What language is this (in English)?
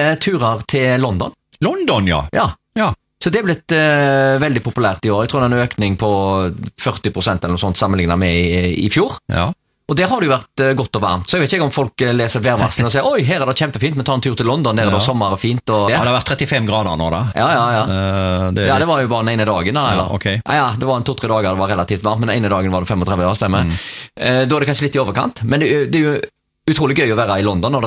Norwegian